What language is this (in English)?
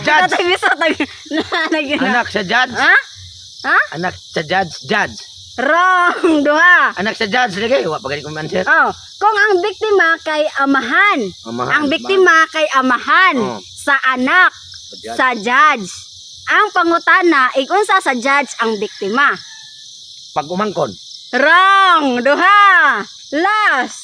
Cebuano